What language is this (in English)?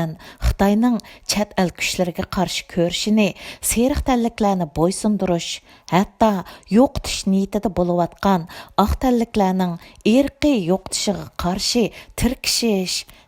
Uyghur